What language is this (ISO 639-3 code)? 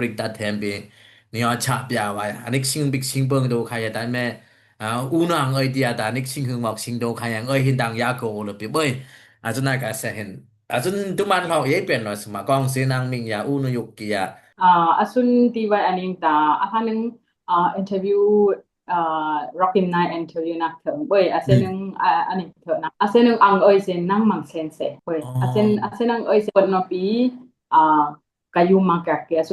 dis